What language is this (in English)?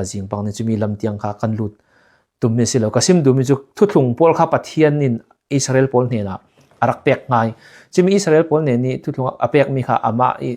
Falam Chin